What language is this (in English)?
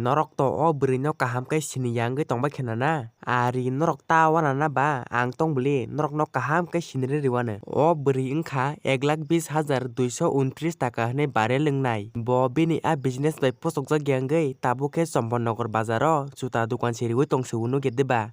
Kok Borok